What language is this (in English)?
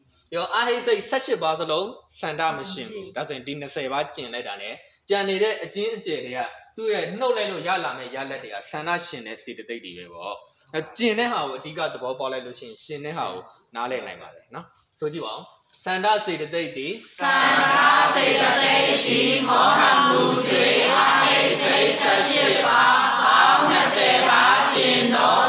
Burmese